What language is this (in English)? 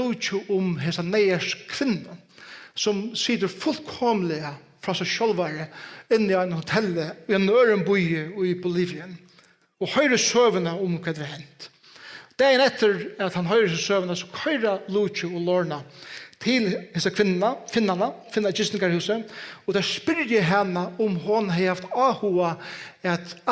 Faroese